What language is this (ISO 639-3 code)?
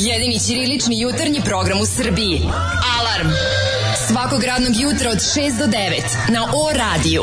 srp